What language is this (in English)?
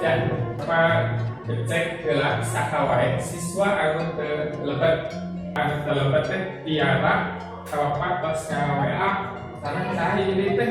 Sundanese